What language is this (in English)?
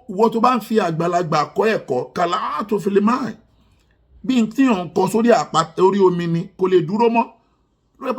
Yoruba